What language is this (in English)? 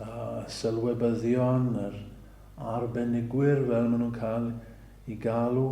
Welsh